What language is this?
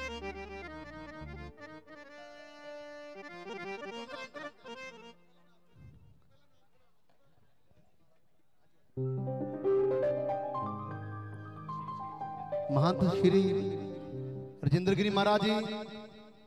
Punjabi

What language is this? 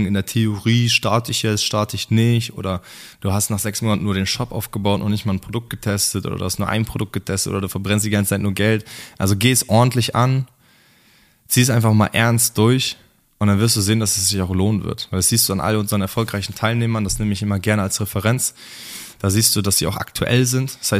German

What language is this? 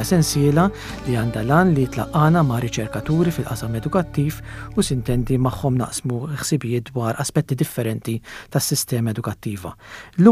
Maltese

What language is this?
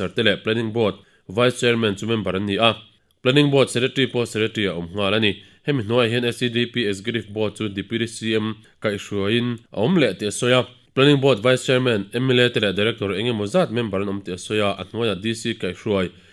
Mizo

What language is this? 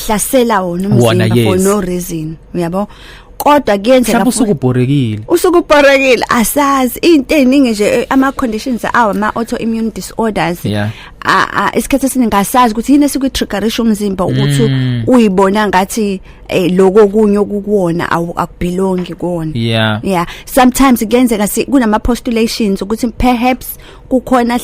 Zulu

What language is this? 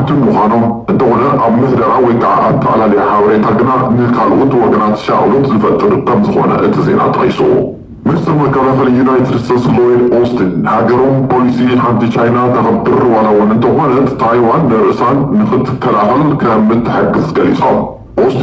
Tigrinya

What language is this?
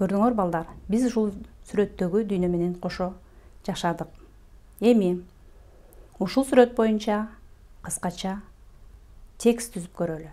Kyrgyz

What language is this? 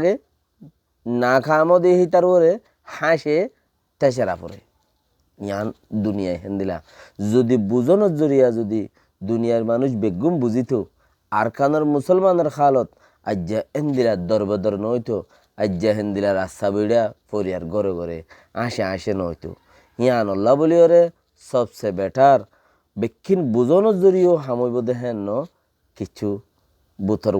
Rohingya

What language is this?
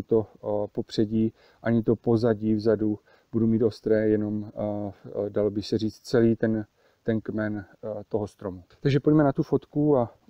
Czech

